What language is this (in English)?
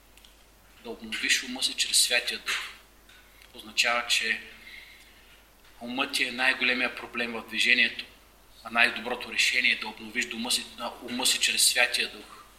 Bulgarian